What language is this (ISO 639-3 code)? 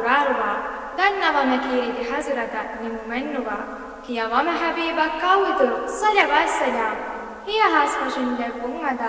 div